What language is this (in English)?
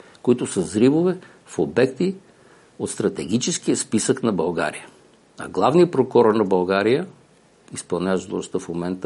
Bulgarian